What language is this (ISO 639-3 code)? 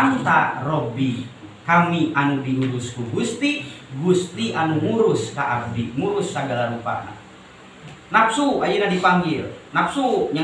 sun